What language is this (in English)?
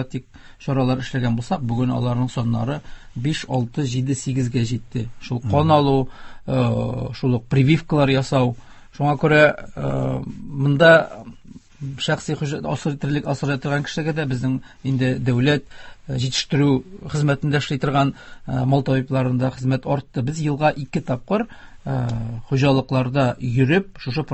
Tatar